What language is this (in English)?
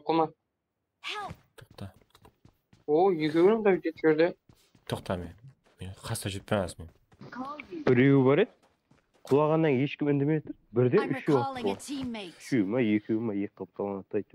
Kara-Kalpak